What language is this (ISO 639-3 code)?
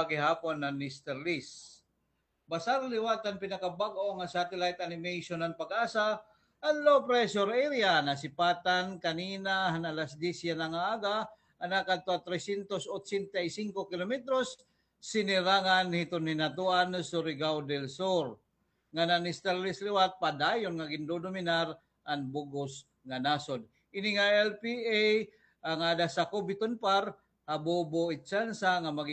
war